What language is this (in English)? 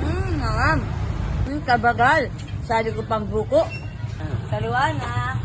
Pampanga